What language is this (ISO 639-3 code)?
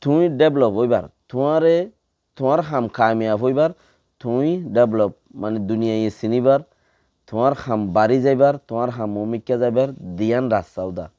rhg